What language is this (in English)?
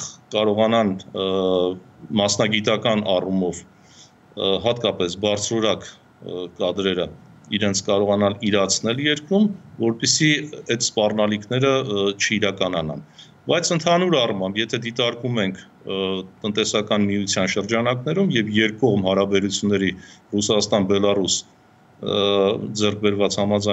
Armenian